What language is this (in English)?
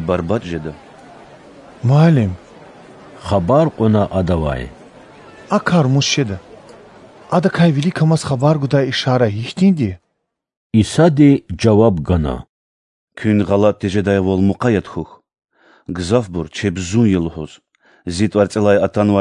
Lezghian